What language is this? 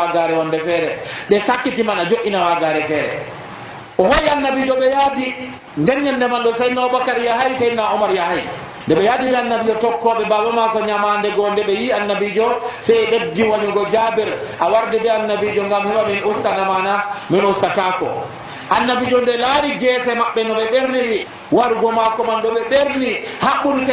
Nigerian Fulfulde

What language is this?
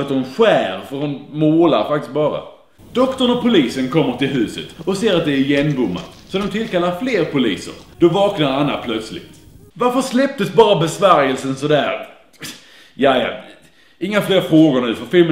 Swedish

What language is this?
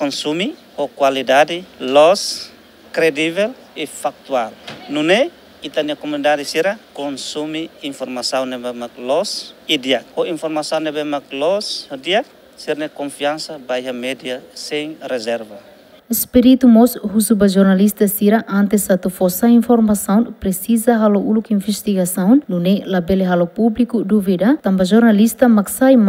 Tetum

